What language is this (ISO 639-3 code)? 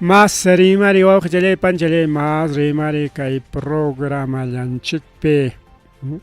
quy